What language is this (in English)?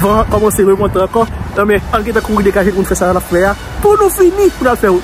Haitian Creole